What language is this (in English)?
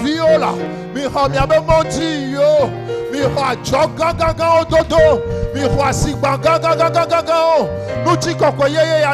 Ewe